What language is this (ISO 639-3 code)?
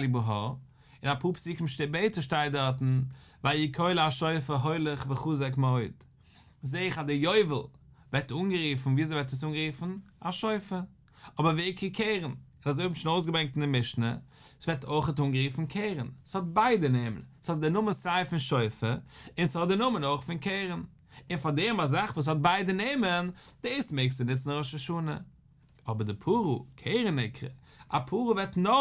yid